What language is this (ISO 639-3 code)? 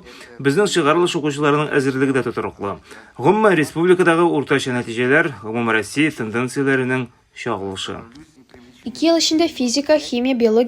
tat